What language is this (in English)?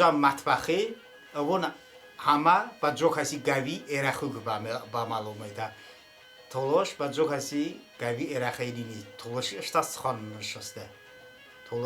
Talysh